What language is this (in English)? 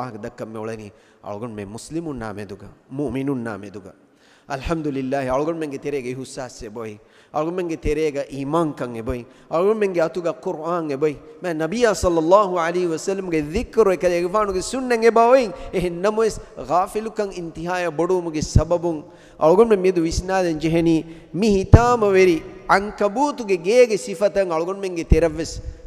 Divehi